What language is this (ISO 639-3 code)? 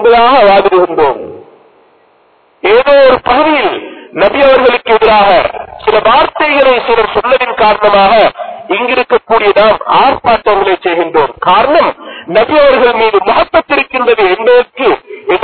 tam